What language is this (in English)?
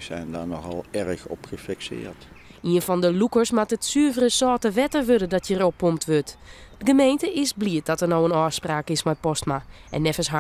Western Frisian